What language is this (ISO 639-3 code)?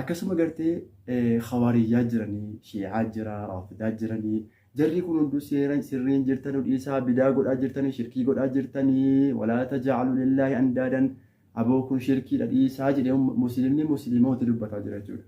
orm